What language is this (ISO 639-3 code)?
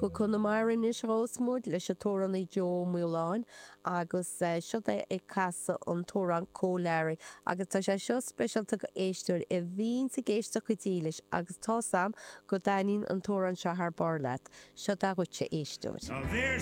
gle